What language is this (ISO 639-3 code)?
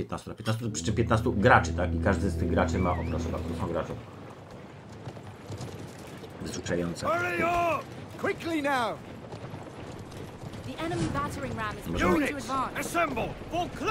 pol